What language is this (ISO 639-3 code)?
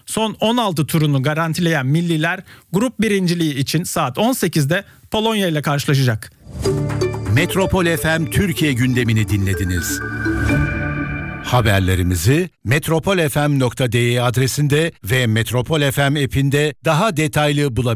tur